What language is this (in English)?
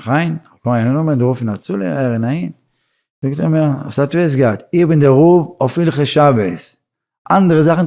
Yiddish